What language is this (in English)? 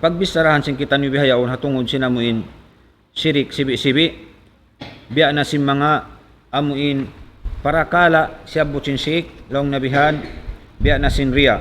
Tausug